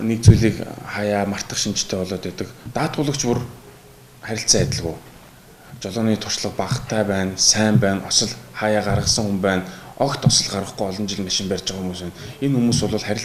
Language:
Mongolian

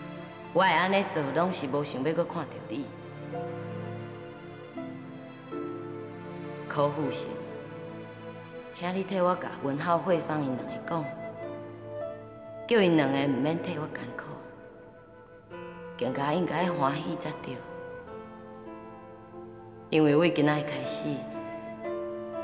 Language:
Min Nan Chinese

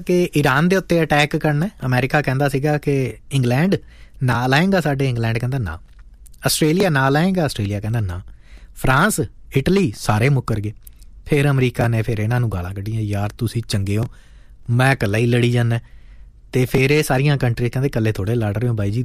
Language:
Punjabi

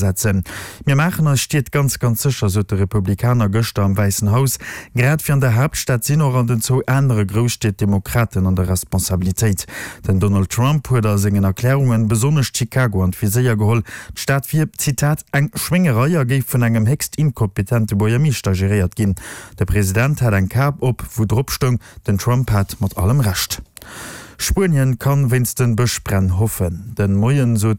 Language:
Luxembourgish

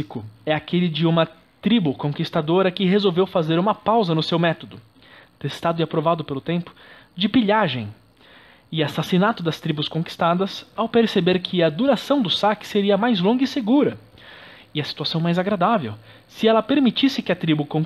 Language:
Portuguese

